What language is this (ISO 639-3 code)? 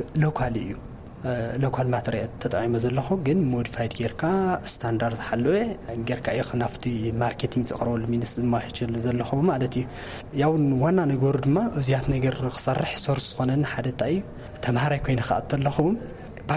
tir